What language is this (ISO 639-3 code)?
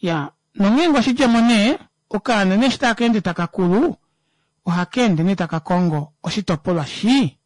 kua